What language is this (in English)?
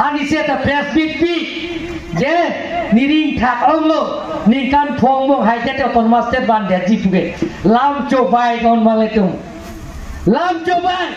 Karbi